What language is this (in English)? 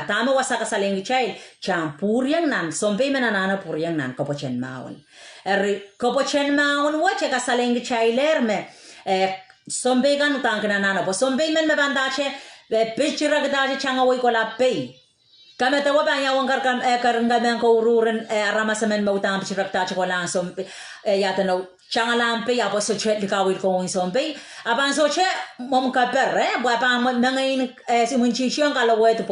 Pohnpeian